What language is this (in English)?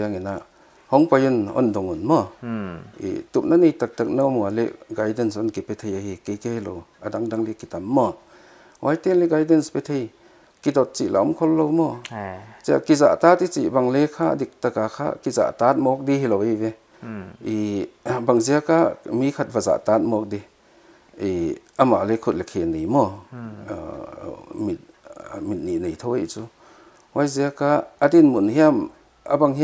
Paite Chin